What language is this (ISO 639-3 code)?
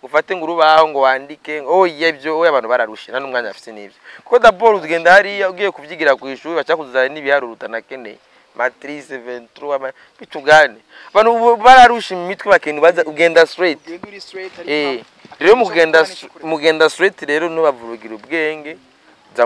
run